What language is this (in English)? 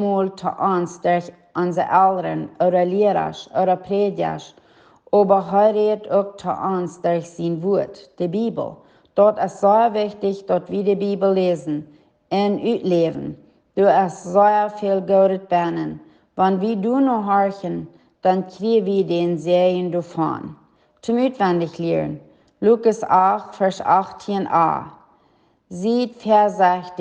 Plautdietsch